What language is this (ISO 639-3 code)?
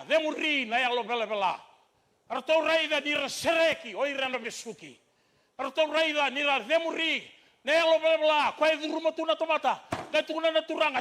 fij